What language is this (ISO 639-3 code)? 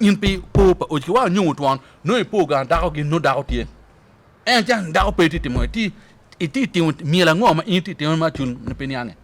ach